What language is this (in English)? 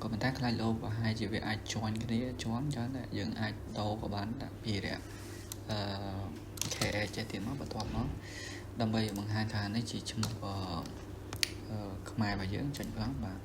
Khmer